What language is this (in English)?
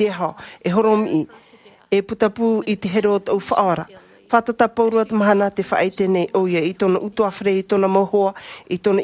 Tahitian